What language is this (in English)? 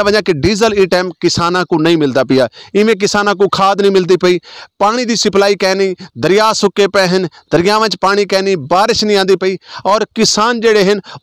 Saraiki